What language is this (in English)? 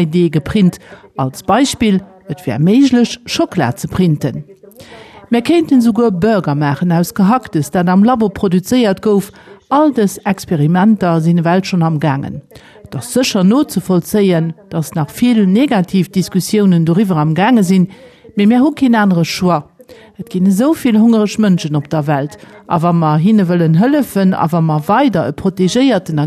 Luxembourgish